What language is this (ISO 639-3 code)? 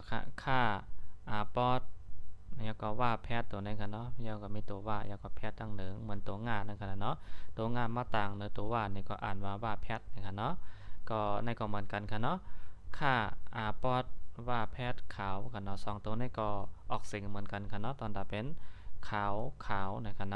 shn